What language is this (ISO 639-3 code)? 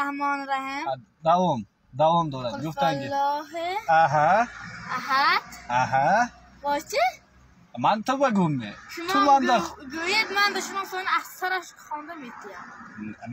tgk